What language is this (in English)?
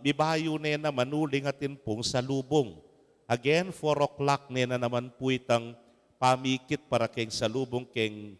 Pampanga